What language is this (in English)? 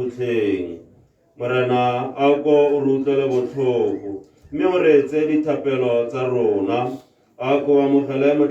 Tswana